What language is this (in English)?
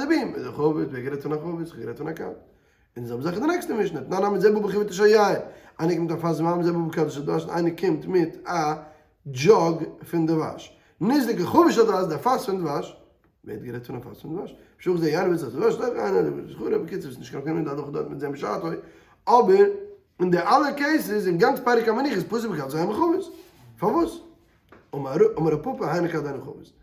Yiddish